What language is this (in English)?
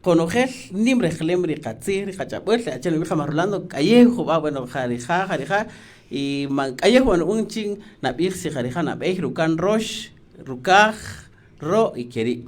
Kaqchikel